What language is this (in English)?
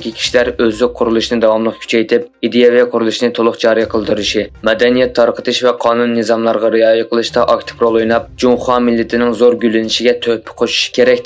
Uyghur